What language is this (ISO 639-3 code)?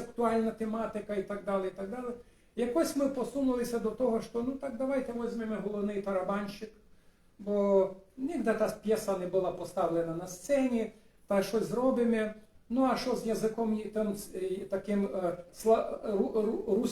rue